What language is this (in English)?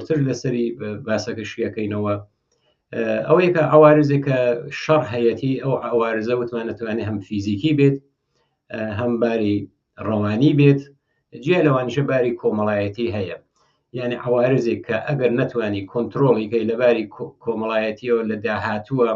Central Kurdish